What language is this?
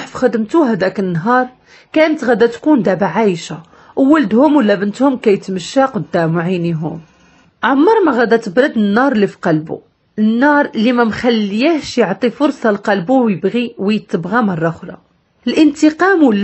Moroccan Arabic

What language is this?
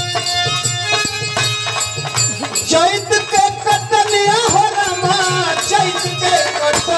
Bhojpuri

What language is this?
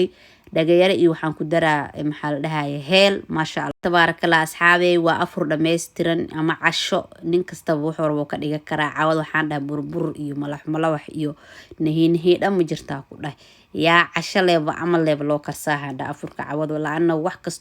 Somali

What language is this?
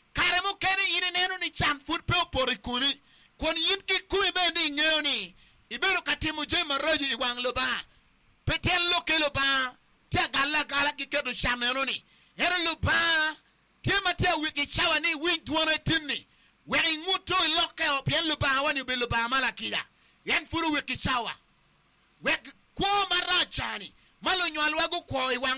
Acoli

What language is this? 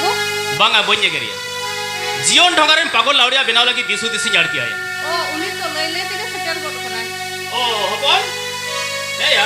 Santali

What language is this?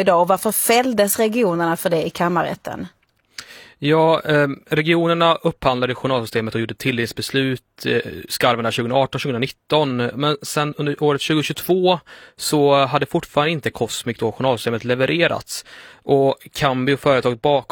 Swedish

